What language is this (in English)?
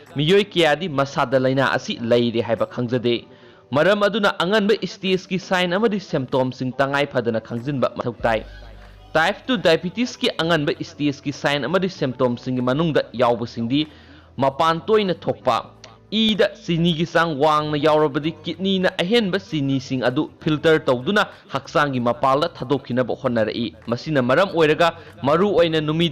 Manipuri